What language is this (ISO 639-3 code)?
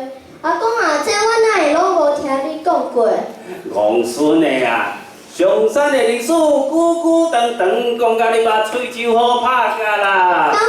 nan